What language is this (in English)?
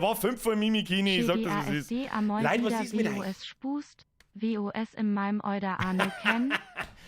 Bavarian